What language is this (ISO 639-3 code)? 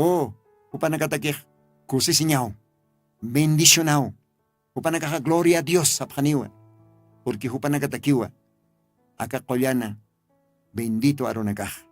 aym